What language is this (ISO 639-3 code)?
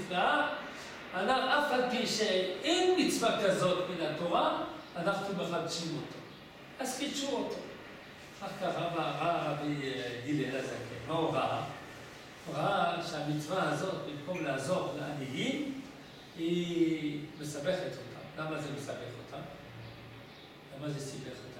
heb